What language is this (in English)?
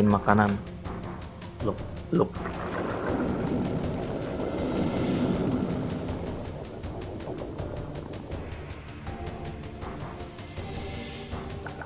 Indonesian